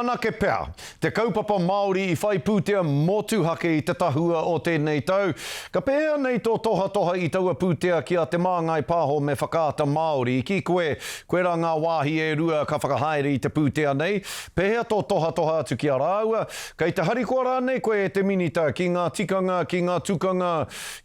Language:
Māori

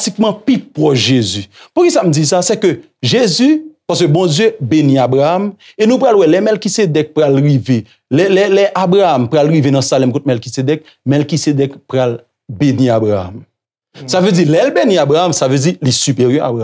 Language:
Haitian Creole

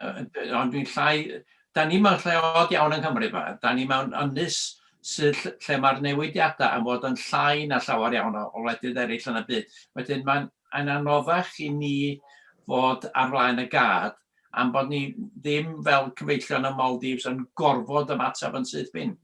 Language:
Welsh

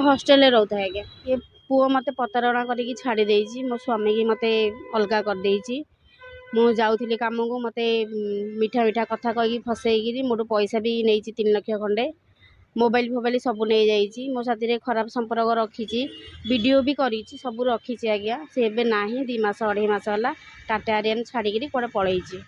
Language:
Odia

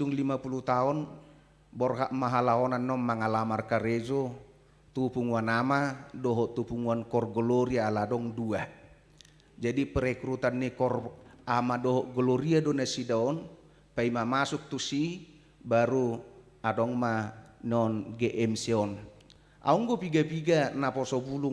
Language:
Batak Toba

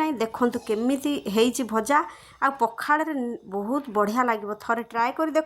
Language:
Odia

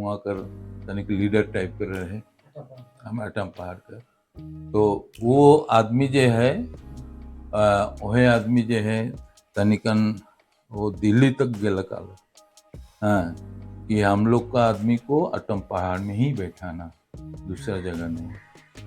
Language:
Sadri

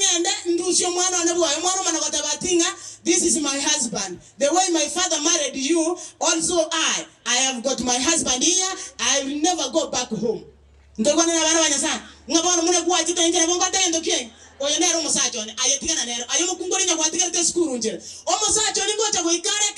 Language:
Gusii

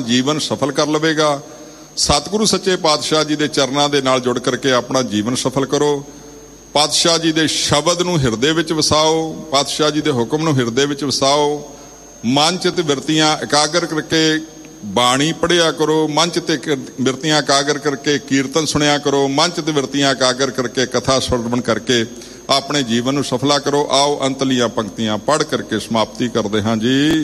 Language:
Punjabi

